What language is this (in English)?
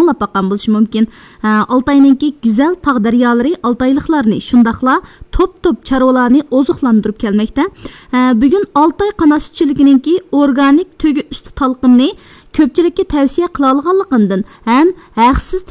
Uyghur